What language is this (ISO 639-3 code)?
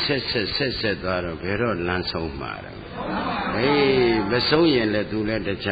mya